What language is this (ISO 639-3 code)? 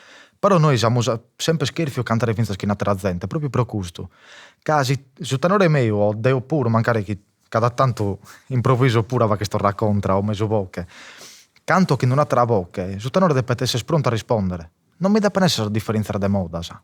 srd